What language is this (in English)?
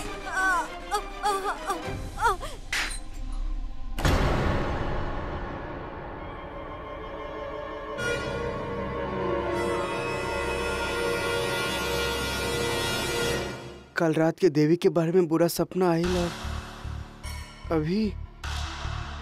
Bhojpuri